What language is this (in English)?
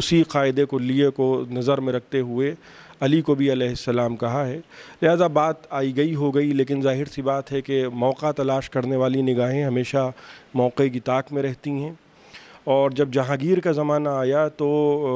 Urdu